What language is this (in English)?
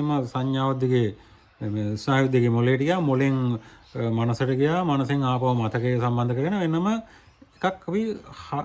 Sinhala